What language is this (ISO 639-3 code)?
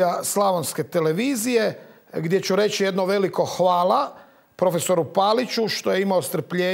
hrv